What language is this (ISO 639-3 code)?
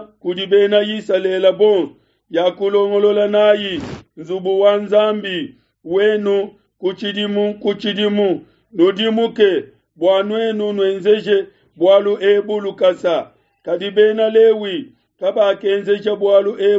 lua